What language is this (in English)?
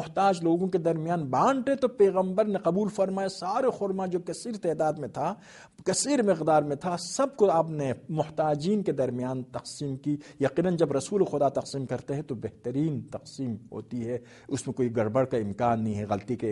Urdu